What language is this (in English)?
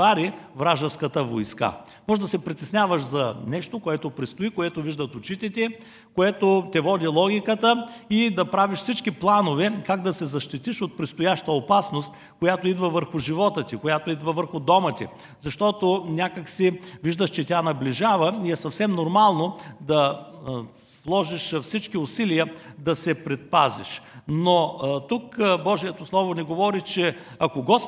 Bulgarian